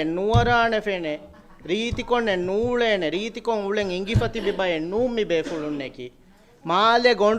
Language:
Divehi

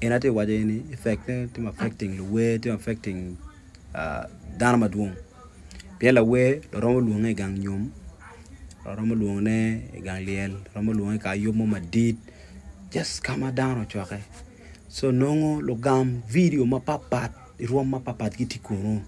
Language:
Acoli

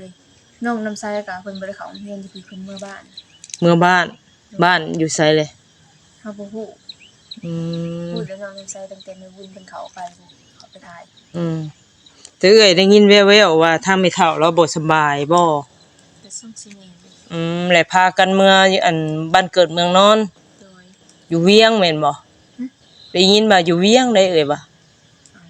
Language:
Northeastern Thai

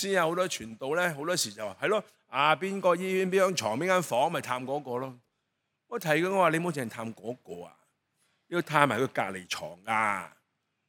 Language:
Cantonese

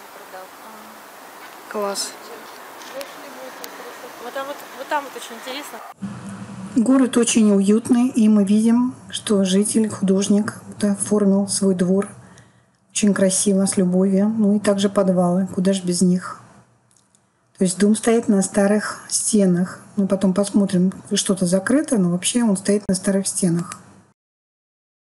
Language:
Russian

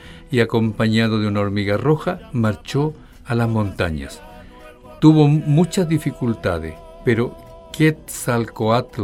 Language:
Spanish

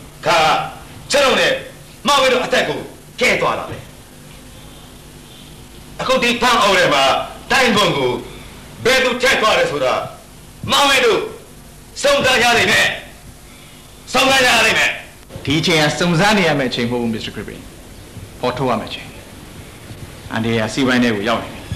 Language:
Burmese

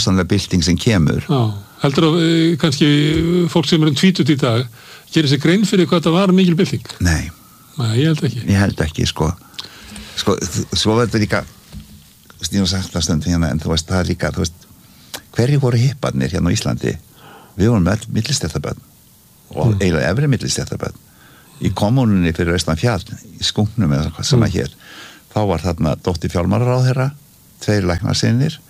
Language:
Icelandic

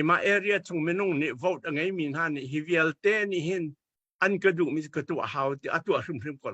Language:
Hakha Chin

